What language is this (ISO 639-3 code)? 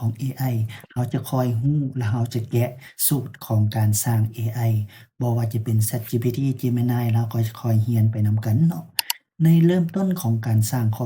lao